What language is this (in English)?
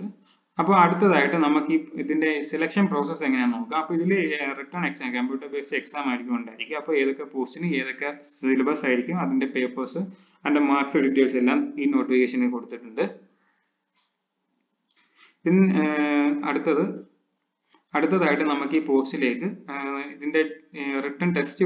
Malayalam